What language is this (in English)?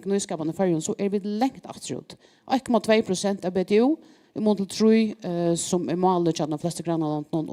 Faroese